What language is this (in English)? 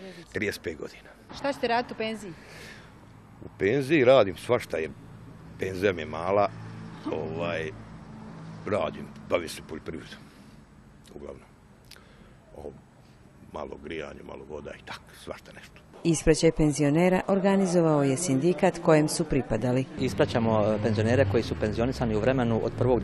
Bosnian